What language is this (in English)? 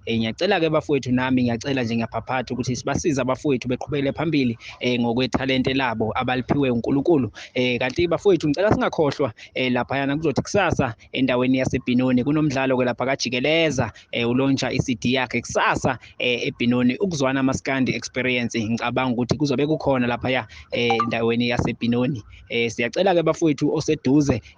Zulu